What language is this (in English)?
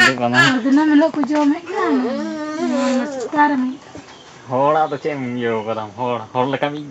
Santali